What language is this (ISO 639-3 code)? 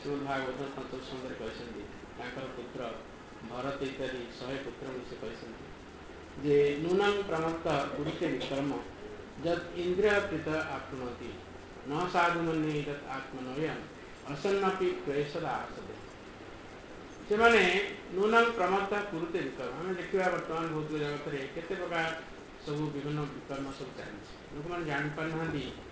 ori